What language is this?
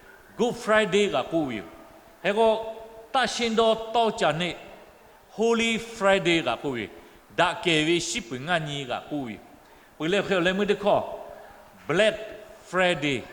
Lahu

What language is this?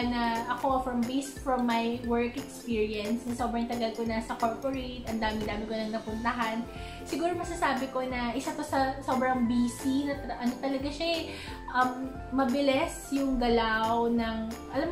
Filipino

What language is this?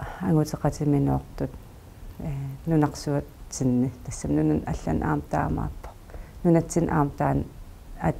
Kalaallisut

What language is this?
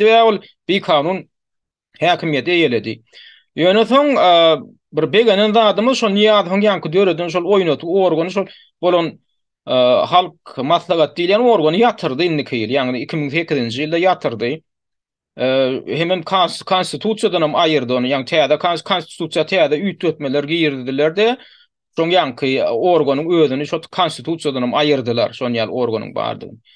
Turkmen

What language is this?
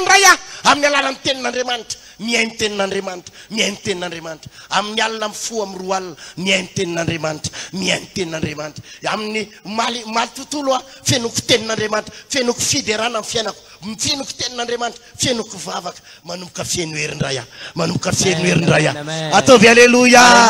Malagasy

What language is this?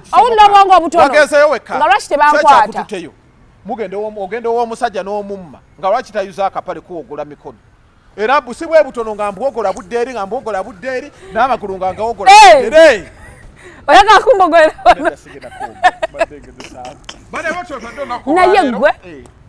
Ganda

